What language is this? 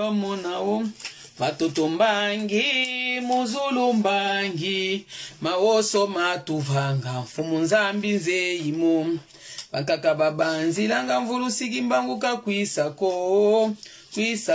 Lingala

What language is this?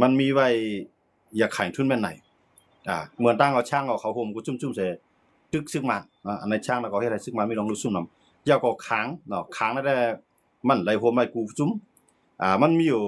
Shan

